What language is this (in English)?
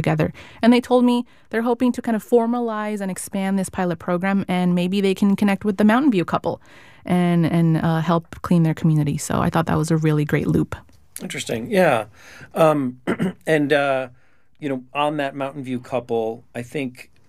English